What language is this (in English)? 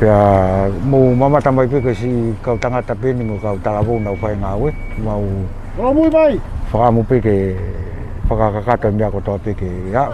Tongan